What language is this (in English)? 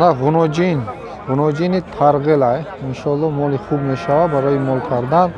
Tajik